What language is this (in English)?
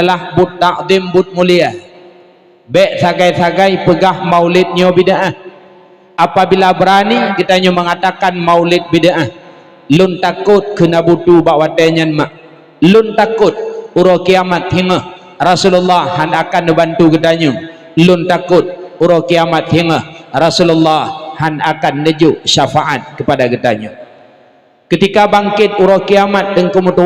Achinese